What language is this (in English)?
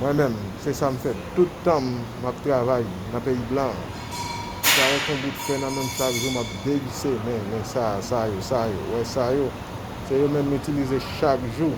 Haitian Creole